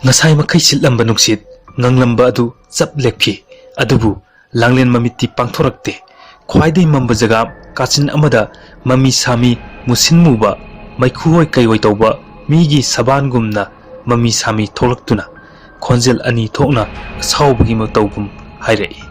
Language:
Manipuri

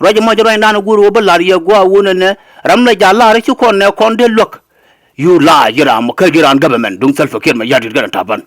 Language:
Nuer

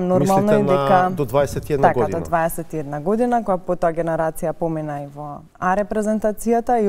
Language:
Macedonian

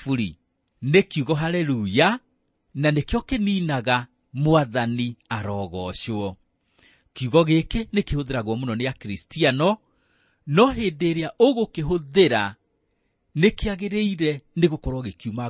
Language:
Kikuyu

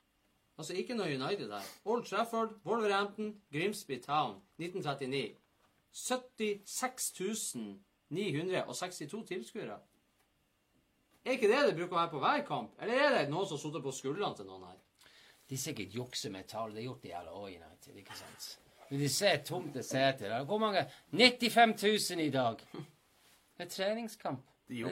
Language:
Norwegian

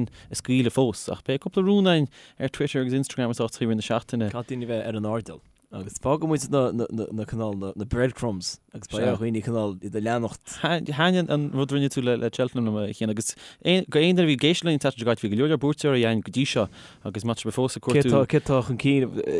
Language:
Irish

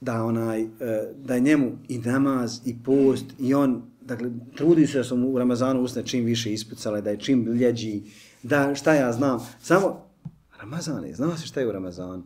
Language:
Bosnian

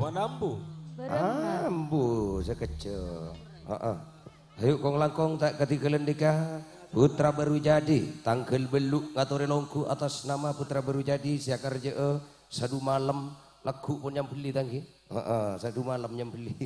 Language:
Madurese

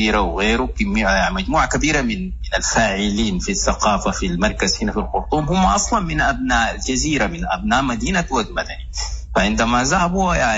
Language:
Sudanese Arabic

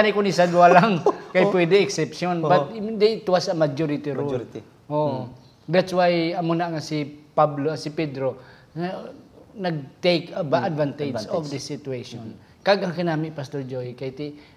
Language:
Hiligaynon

